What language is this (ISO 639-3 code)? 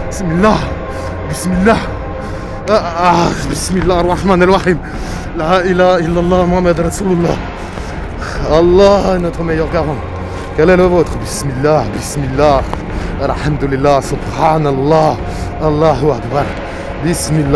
fra